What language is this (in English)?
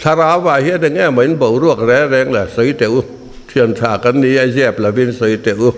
Mizo